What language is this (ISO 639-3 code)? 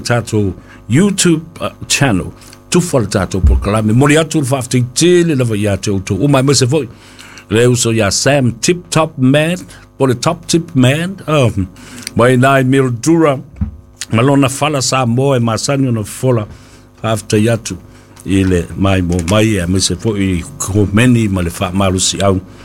smo